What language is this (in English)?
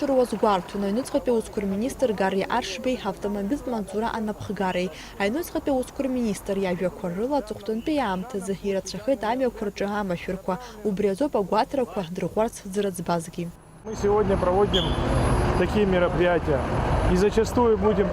Abkhazian